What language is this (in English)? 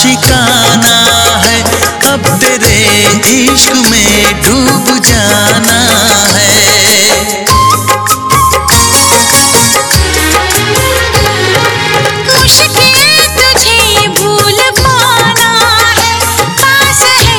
Hindi